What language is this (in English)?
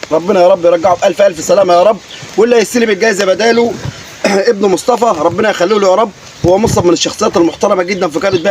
Egyptian Arabic